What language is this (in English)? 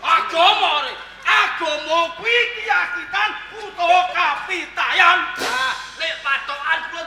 Javanese